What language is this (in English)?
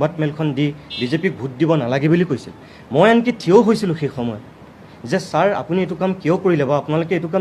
Assamese